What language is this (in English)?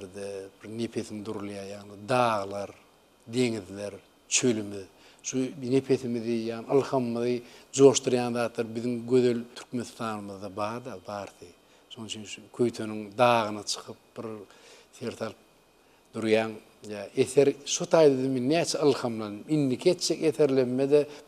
Turkmen